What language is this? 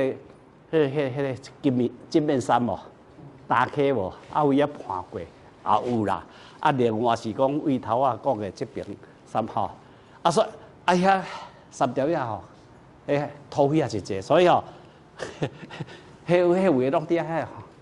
Min Nan Chinese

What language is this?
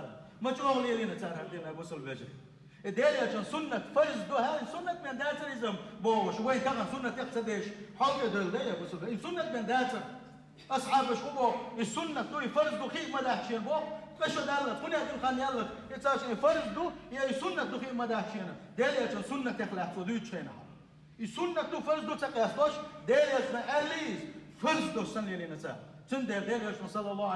Chechen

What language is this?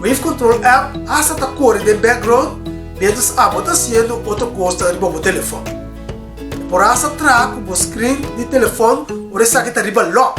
Papiamento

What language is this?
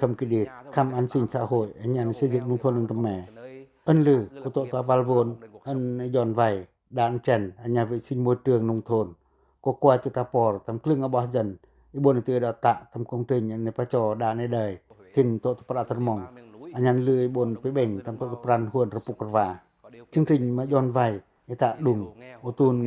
Pacoh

